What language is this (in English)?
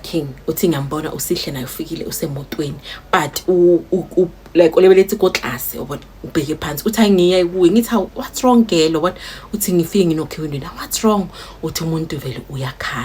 Zulu